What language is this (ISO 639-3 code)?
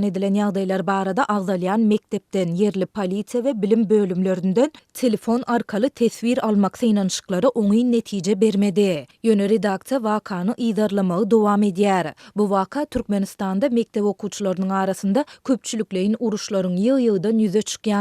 tuk